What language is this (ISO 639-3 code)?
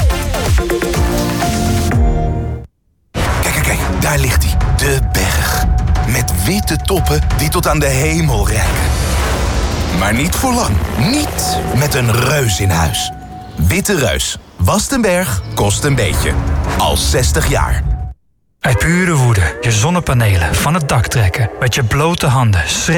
nld